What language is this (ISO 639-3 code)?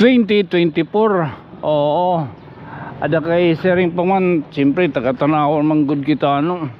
war